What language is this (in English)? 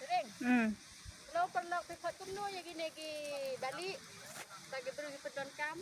Khasi